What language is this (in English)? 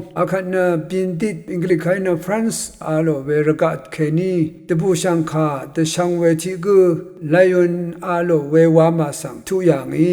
Rawang